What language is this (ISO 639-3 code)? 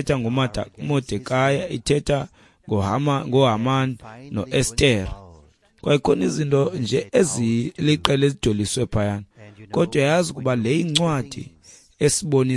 xho